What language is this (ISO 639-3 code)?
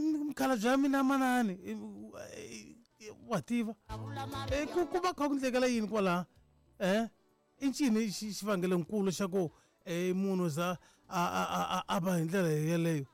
tso